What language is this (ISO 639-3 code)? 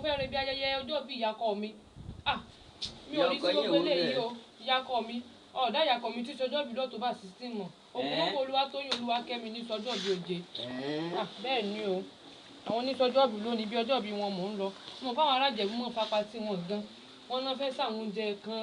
yor